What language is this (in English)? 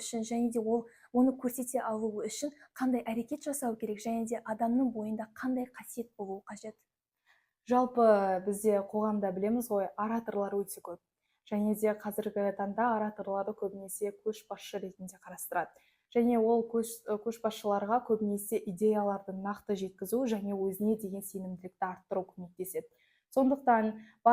Kazakh